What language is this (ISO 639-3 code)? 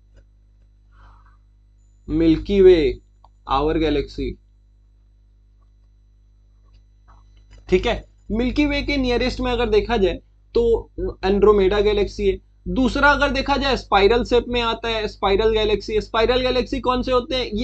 hin